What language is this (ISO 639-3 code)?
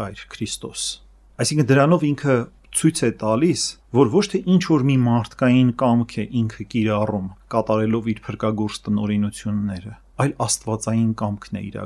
hye